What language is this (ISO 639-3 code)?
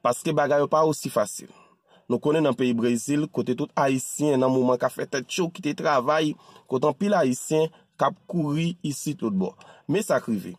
hat